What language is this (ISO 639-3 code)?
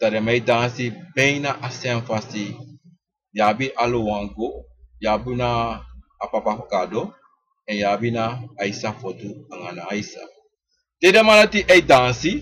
srn